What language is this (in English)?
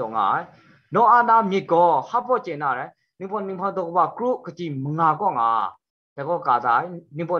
Kachin